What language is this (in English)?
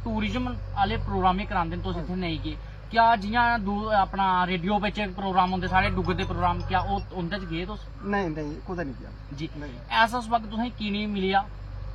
Dogri